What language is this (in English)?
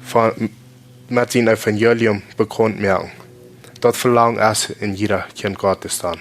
Plautdietsch